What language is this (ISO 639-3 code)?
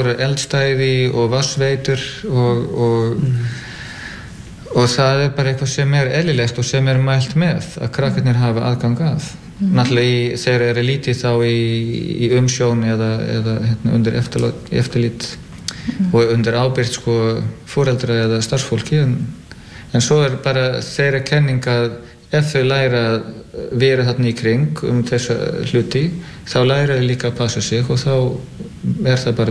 isl